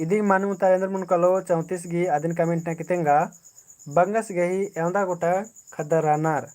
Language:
Kurukh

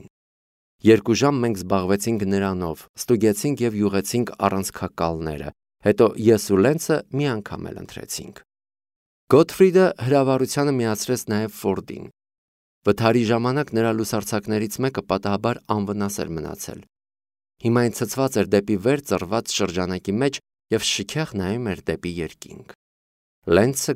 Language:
Armenian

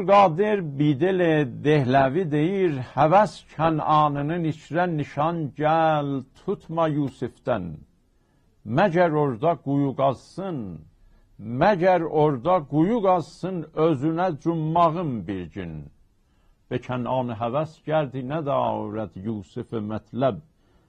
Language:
South Azerbaijani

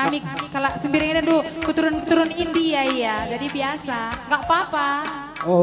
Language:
Batak Karo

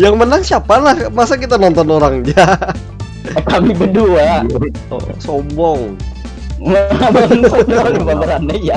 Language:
Banjar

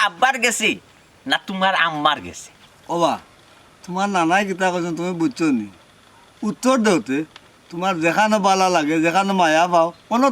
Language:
Sylheti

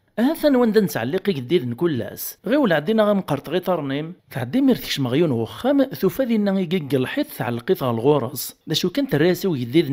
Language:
Kabyle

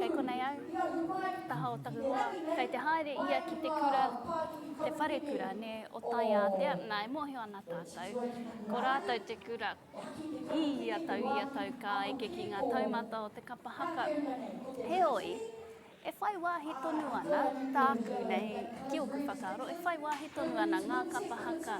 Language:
Māori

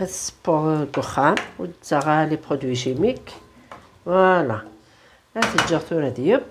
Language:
Kabyle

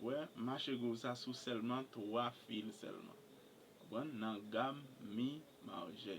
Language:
Haitian Creole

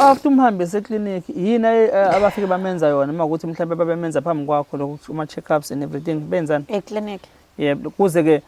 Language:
Zulu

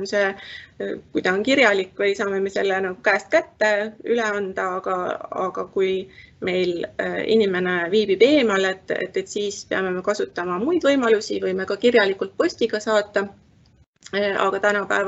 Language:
Estonian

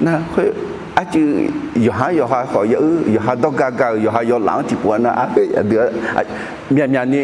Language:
Akha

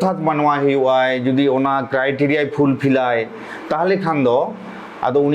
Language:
Santali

